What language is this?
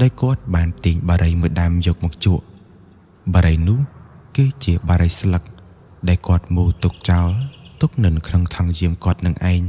Khmer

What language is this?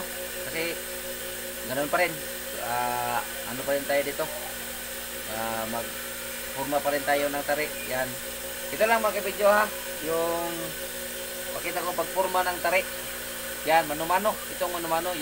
Filipino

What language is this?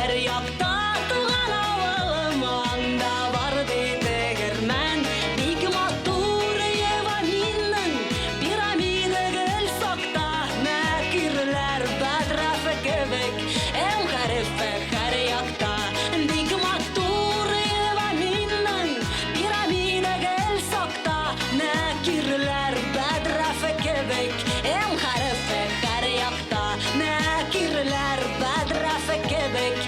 Tatar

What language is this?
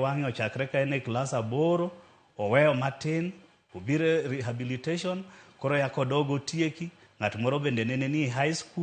Luo (Kenya and Tanzania)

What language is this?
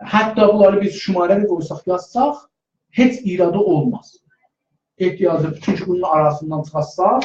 South Azerbaijani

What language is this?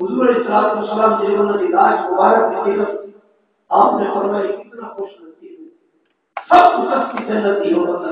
Saraiki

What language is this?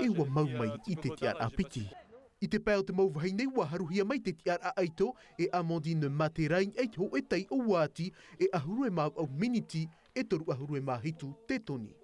Tahitian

